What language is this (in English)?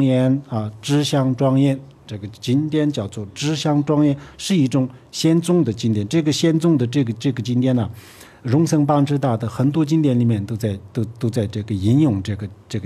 Chinese